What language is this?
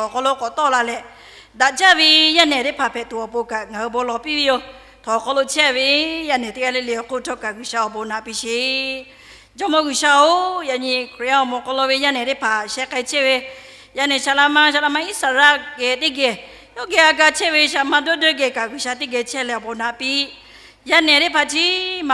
Lahu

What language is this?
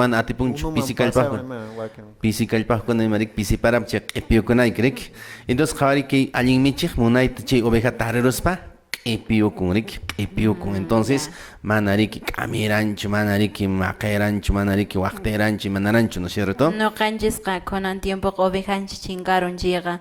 Quechua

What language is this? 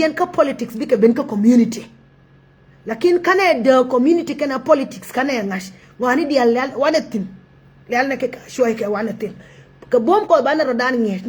Nuer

